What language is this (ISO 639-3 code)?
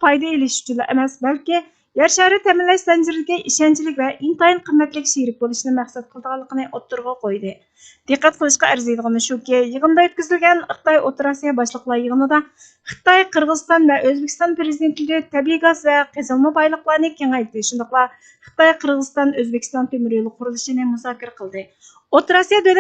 uig